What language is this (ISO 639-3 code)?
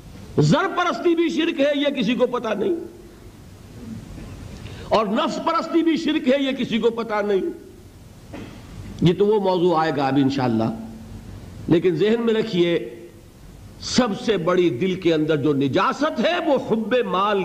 urd